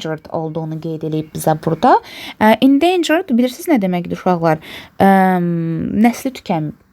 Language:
Azerbaijani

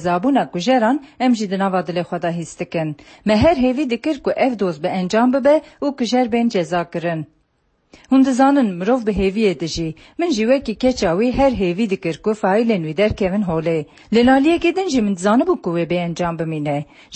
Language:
Kurdish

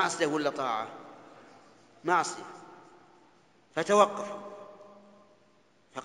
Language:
Arabic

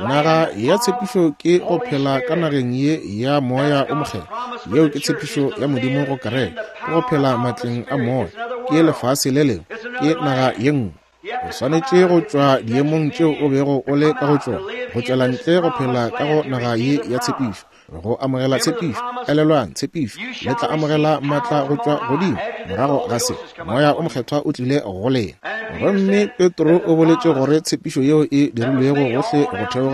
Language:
Northern Sotho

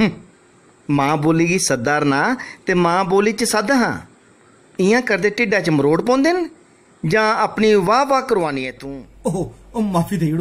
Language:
Dogri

